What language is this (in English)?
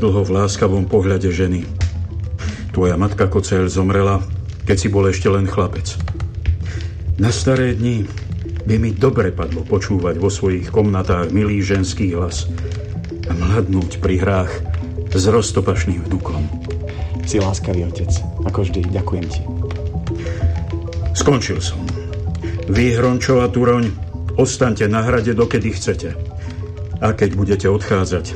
Slovak